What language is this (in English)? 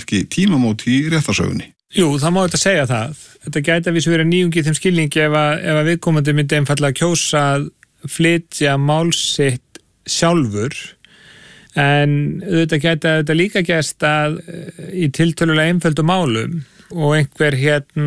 Icelandic